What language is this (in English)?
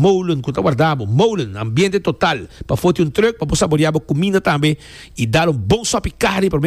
Papiamento